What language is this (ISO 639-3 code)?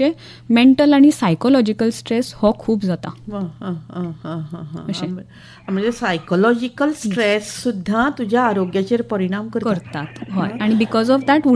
kok